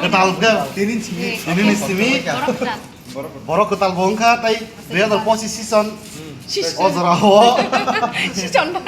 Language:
Kok Borok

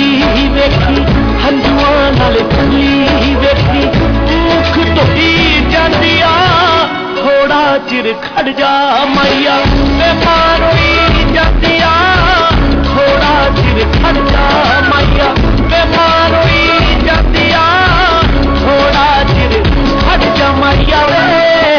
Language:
Punjabi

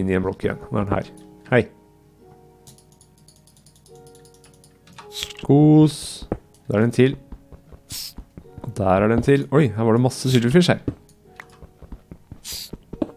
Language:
Norwegian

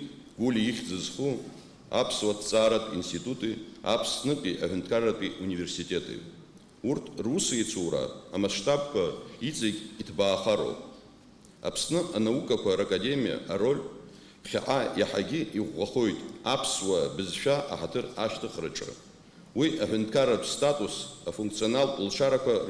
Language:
Abkhazian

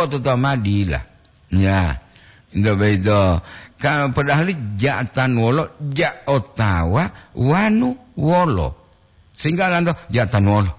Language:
Gorontalo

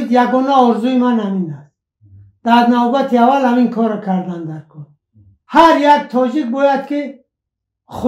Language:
Tajik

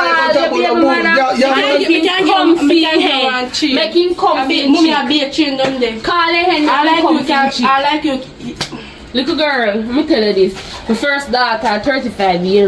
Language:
Jamaican Creole English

